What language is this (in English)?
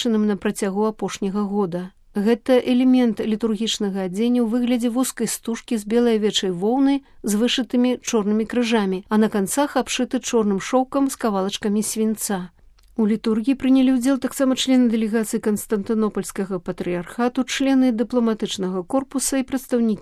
Belarusian